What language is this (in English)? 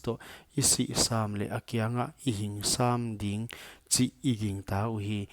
Paite Chin